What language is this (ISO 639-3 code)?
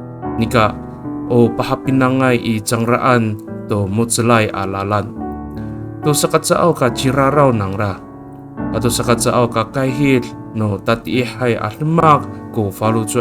ami